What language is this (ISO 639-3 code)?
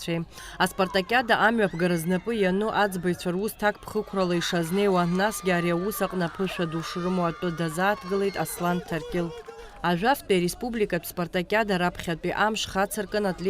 abk